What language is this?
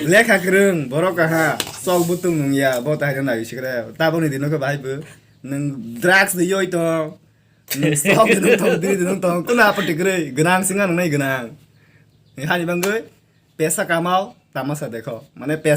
Kok Borok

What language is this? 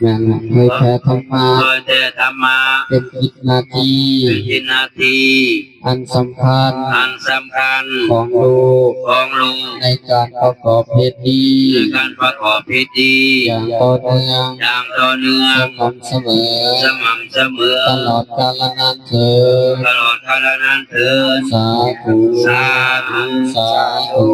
Northeastern Thai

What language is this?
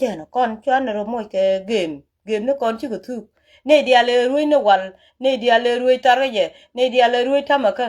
Nuer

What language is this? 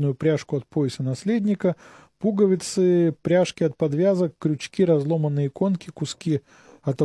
Russian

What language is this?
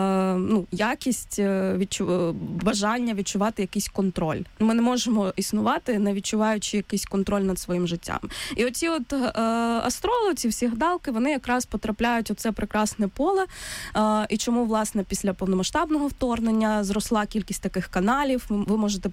Ukrainian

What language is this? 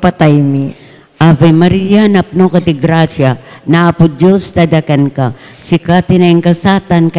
Iloko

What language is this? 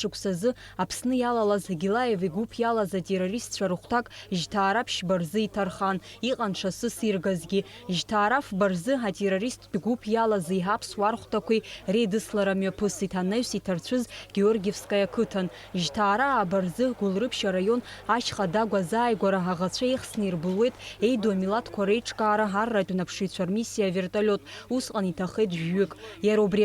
Abkhazian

